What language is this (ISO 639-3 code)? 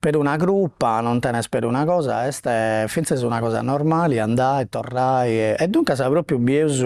srd